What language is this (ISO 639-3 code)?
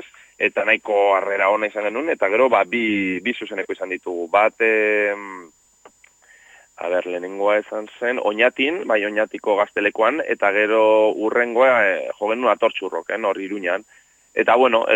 eus